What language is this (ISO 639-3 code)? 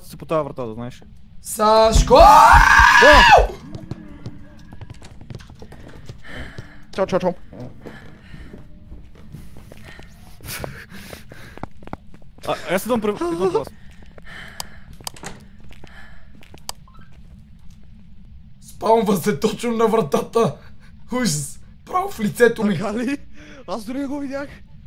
bul